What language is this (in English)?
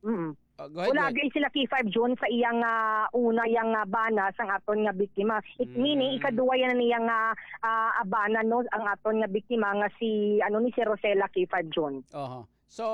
Hiligaynon